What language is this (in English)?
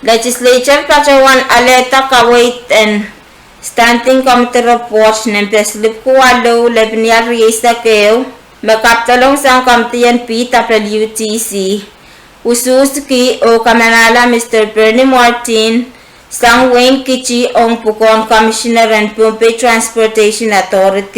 Pohnpeian